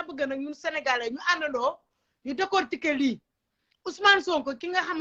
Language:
Wolof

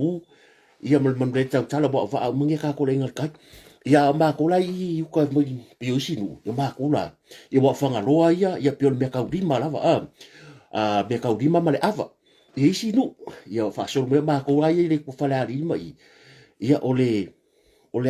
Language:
Samoan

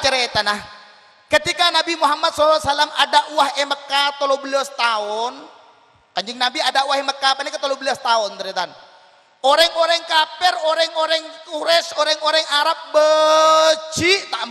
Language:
Madurese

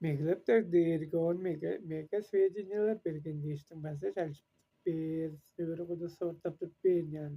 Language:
Tuvinian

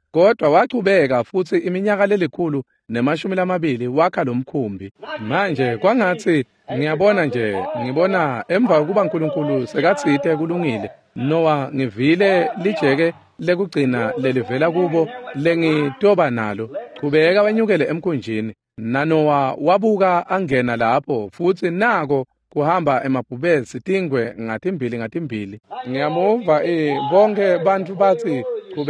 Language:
Swati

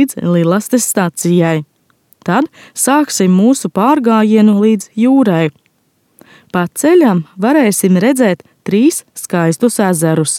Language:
Latvian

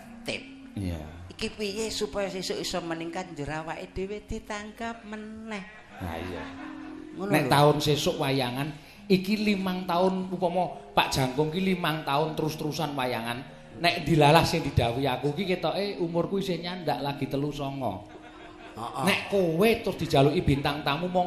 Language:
Javanese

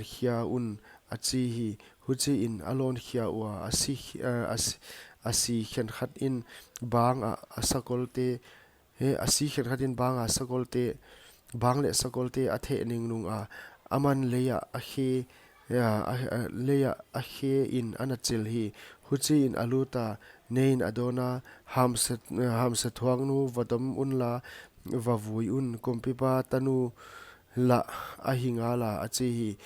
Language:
Paite Chin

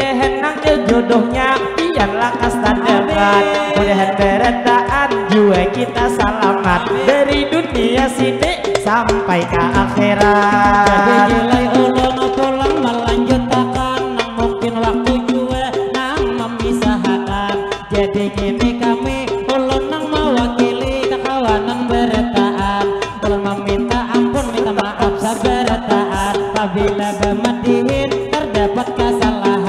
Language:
Banjar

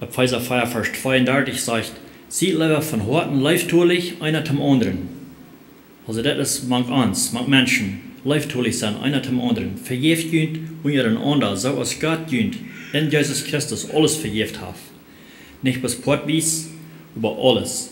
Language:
Plautdietsch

